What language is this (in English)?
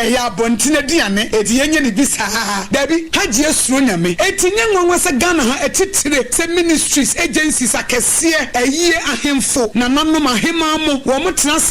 Akan